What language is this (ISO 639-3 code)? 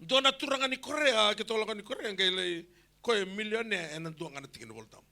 fij